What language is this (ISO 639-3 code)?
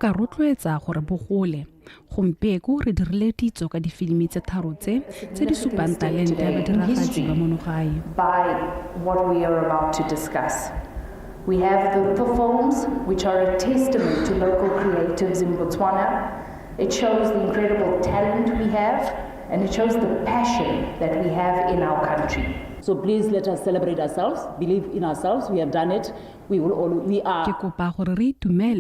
tsn